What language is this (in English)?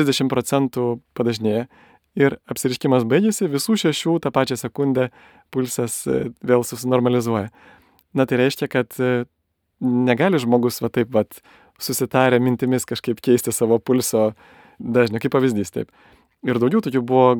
Lithuanian